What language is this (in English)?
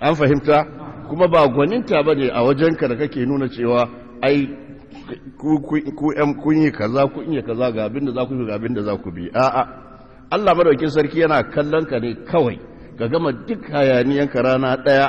Hausa